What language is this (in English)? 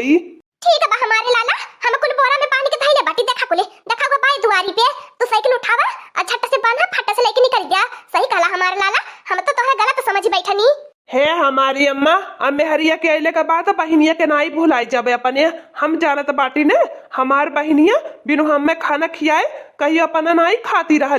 Awadhi